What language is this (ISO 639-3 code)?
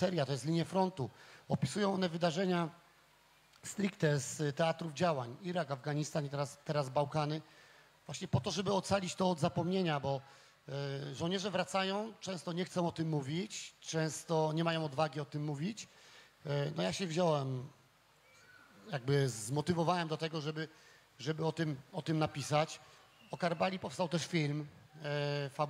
pol